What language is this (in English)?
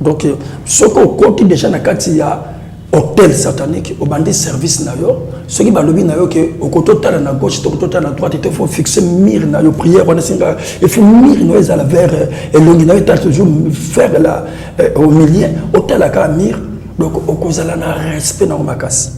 Lingala